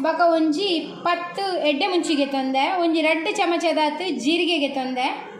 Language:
Tulu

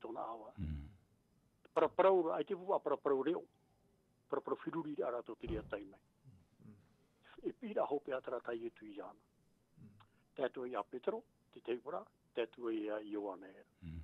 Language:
Tahitian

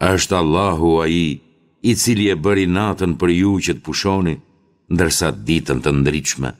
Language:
Albanian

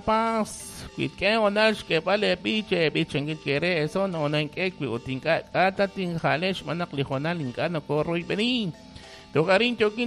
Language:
Kekchí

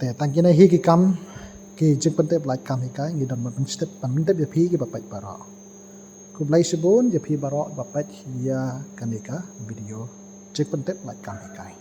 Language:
Khasi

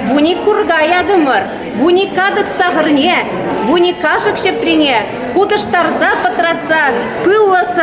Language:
Chuvash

